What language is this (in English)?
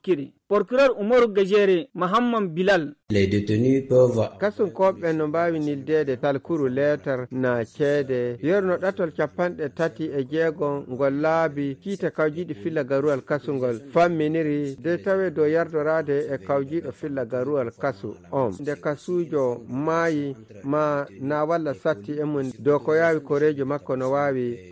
Nigerian Fulfulde